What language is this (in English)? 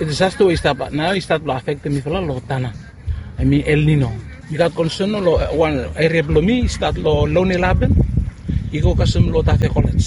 Bislama